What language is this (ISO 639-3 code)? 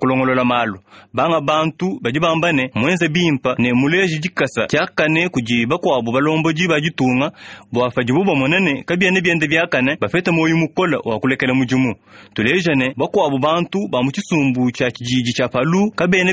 lua